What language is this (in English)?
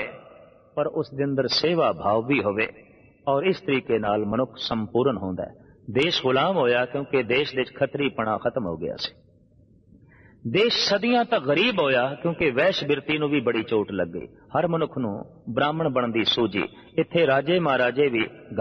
Punjabi